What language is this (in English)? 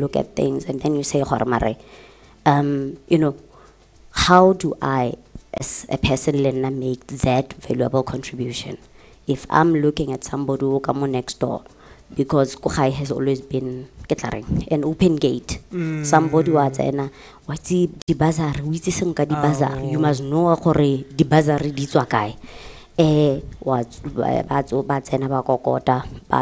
Tswana